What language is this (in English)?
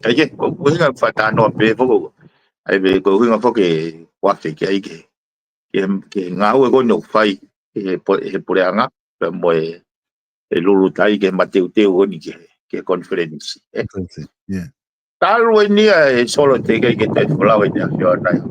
Tongan